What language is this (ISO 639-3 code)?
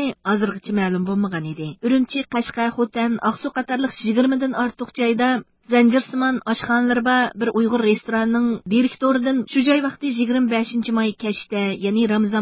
uig